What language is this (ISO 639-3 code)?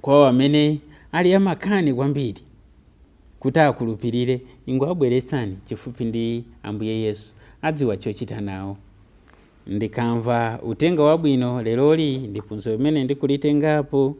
nya